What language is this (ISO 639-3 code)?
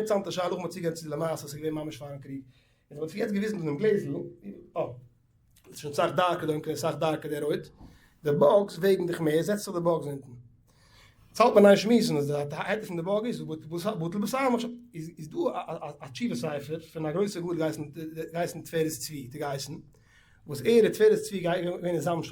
yid